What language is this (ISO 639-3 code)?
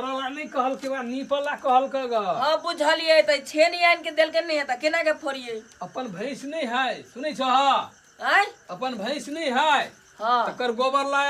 mai